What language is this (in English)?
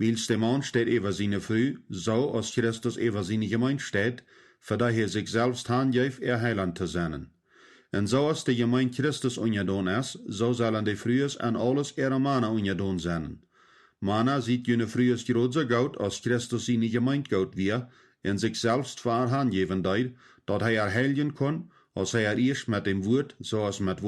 Plautdietsch